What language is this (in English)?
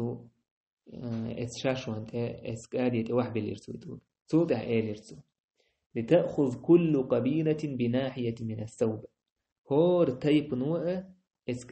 Chechen